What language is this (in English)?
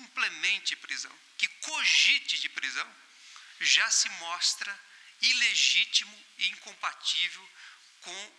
Portuguese